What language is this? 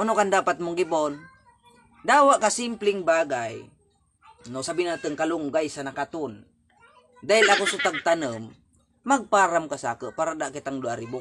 Bikol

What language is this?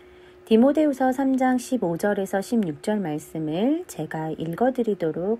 Korean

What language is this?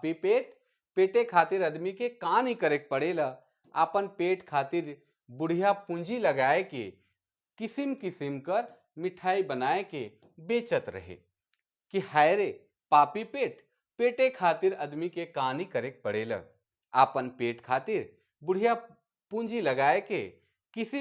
Sadri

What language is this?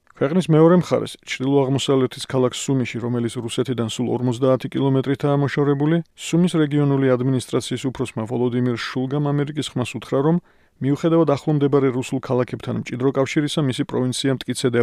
Georgian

